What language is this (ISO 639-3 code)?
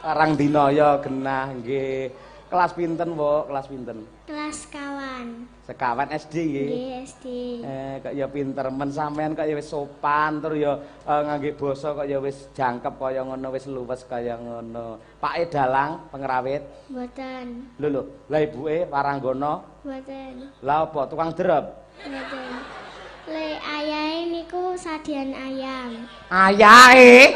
jav